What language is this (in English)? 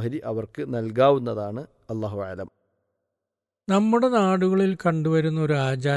Malayalam